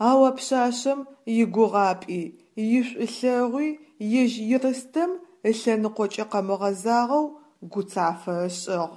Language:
Adyghe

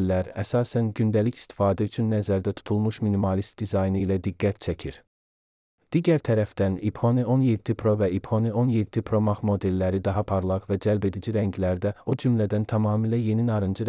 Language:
Azerbaijani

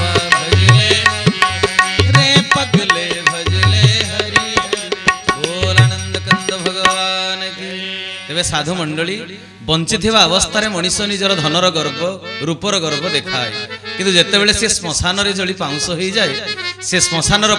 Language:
Odia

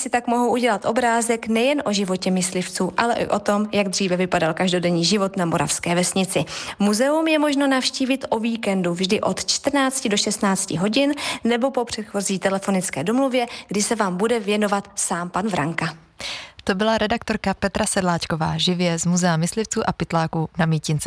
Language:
Czech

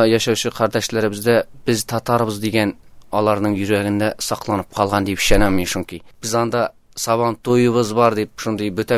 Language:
Tatar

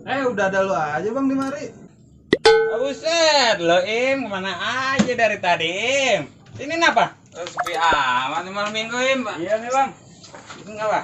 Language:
Betawi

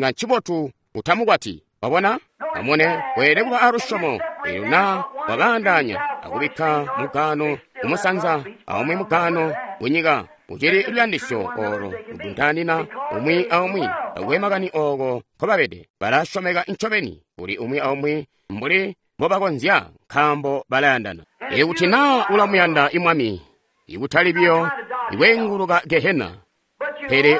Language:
Tonga (Zambia)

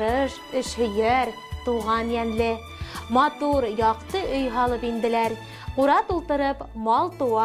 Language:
Bashkir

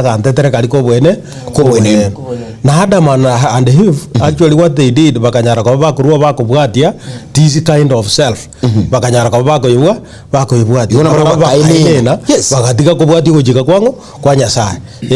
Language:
Gusii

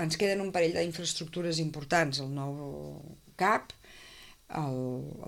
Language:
Catalan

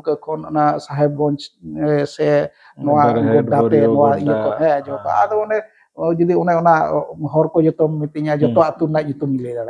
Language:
Santali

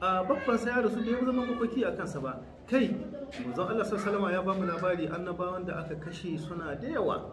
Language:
Hausa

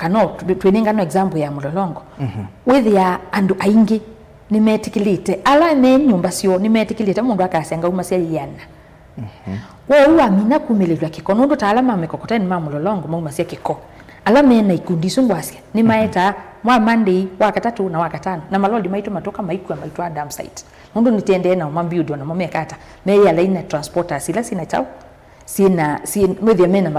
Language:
Kamba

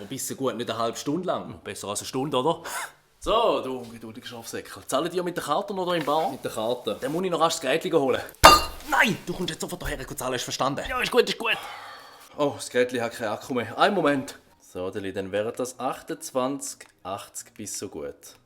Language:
Swiss German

